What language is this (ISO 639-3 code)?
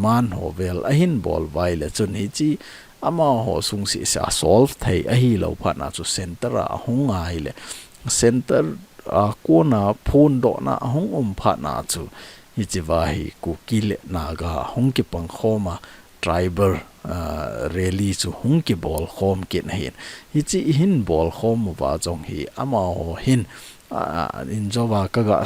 tcz